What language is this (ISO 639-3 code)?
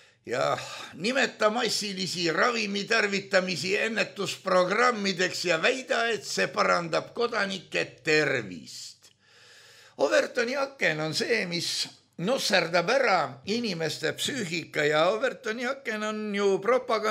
est